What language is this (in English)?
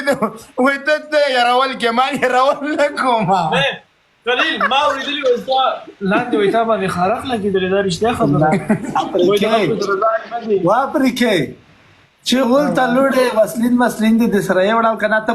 Pashto